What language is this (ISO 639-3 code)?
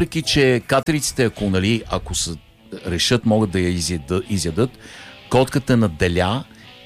bul